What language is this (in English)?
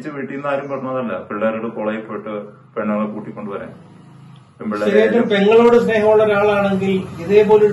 Malayalam